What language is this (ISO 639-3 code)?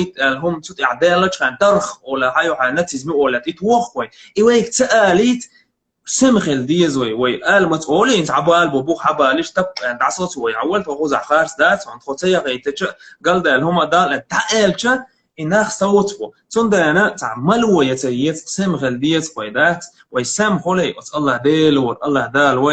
che